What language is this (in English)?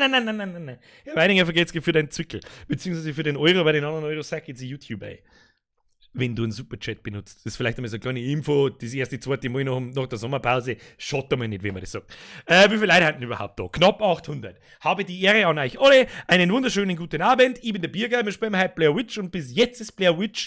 Bavarian